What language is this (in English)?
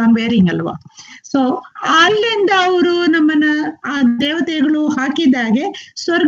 Kannada